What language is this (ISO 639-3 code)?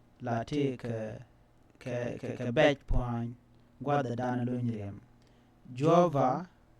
nus